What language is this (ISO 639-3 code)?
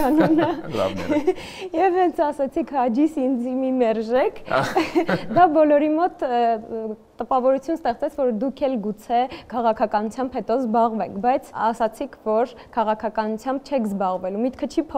hye